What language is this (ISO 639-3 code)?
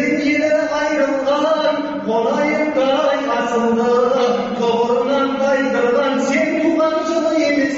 kaz